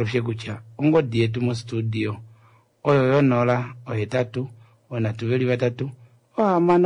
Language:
Kuanyama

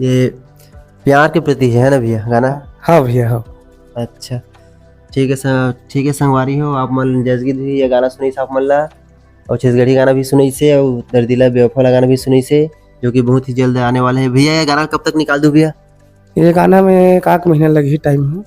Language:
Chhattisgarhi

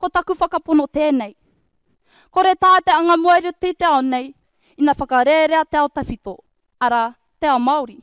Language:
Māori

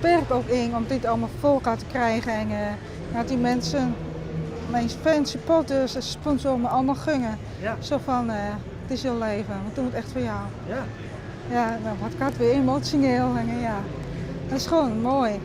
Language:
Western Frisian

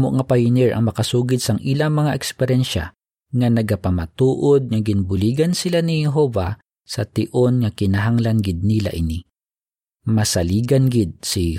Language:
Hiligaynon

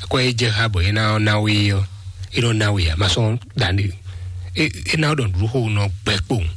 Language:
Fon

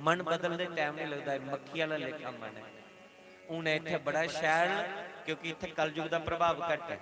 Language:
Dogri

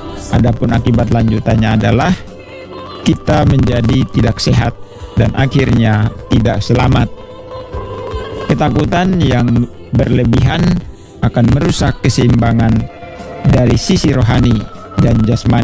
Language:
Indonesian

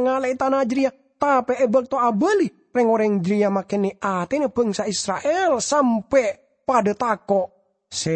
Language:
Madurese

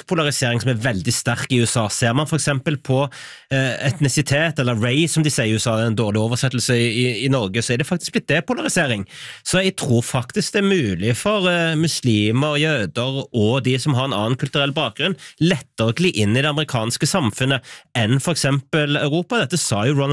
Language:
Norwegian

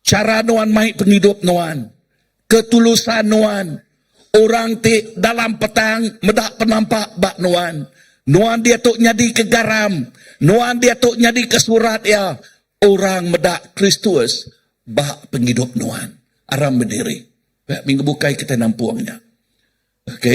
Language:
Iban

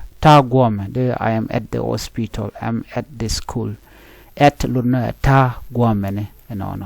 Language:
Nuer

